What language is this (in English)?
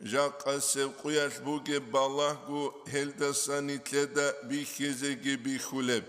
Avaric